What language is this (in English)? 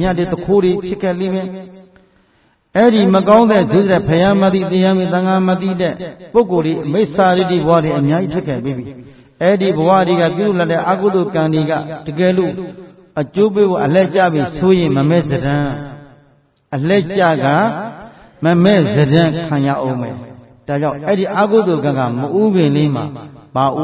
Burmese